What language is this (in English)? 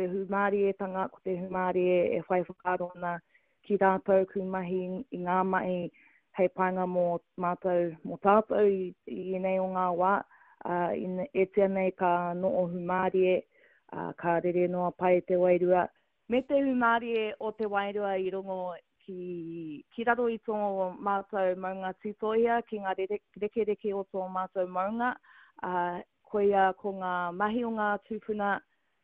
Māori